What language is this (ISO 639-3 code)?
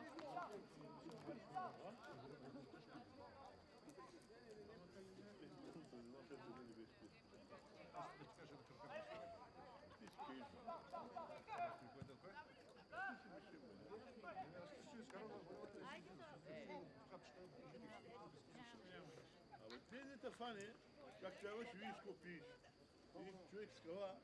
bul